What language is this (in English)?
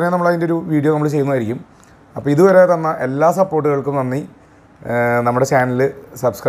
Malayalam